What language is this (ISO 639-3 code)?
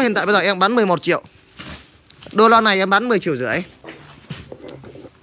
vie